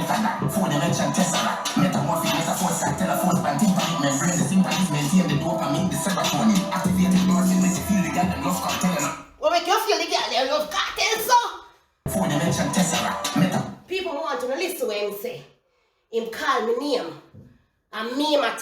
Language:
Jamaican Creole English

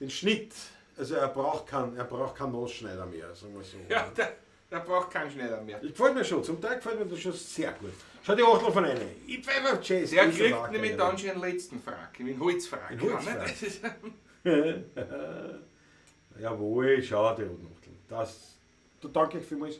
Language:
Bavarian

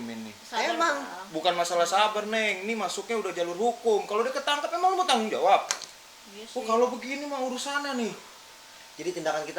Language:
Betawi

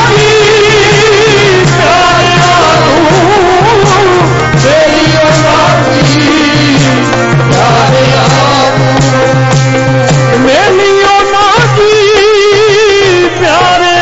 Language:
Punjabi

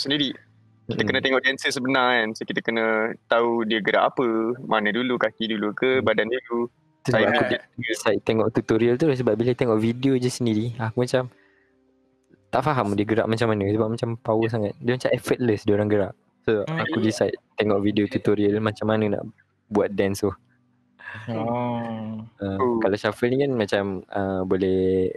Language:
Malay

